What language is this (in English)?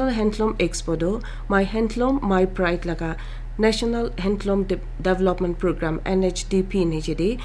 Naga Pidgin